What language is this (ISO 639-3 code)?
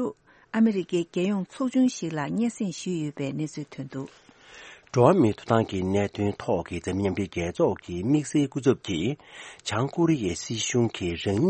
bod